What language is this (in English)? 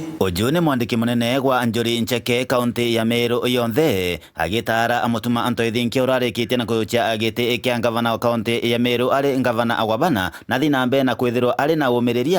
Meru